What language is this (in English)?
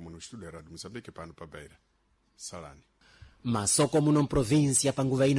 Sena